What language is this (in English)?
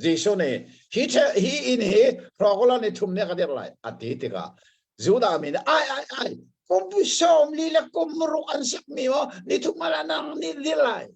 Hakha Chin